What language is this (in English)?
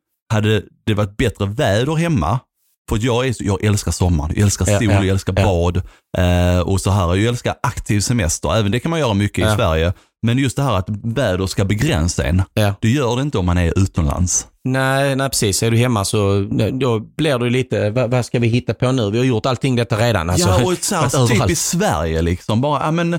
Swedish